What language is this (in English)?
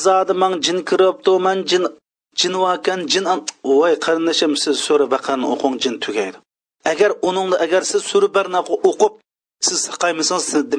Uyghur